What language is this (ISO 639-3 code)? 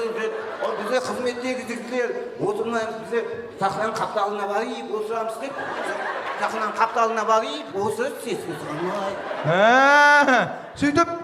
kaa